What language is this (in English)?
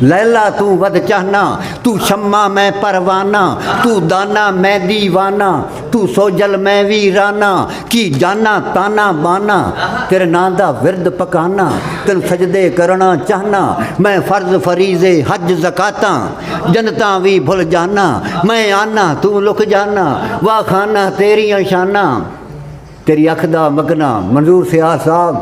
Saraiki